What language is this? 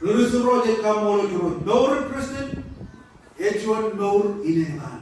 Marshallese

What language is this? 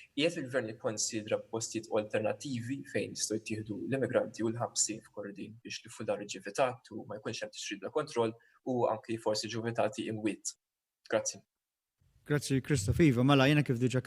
Maltese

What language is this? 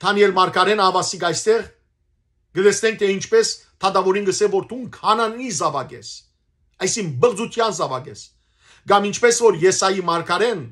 Western Armenian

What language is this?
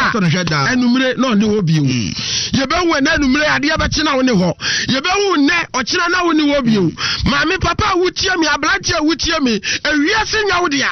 Akan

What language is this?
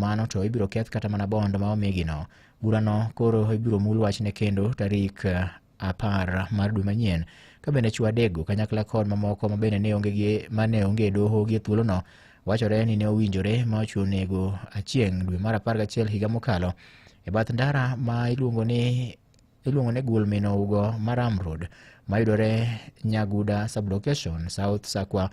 Luo (Kenya and Tanzania)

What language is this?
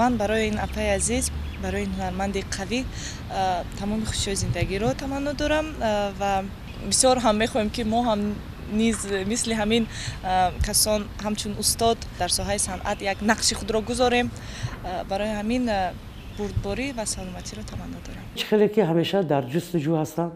Tajik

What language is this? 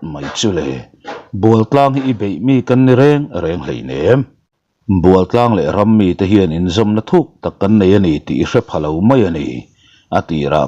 Mizo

